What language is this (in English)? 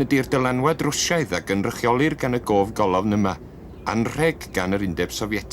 Welsh